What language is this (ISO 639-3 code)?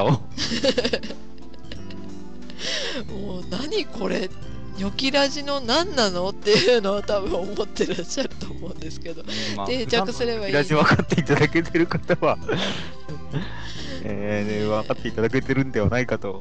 jpn